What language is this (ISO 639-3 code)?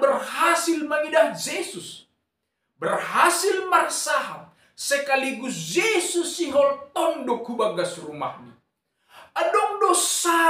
bts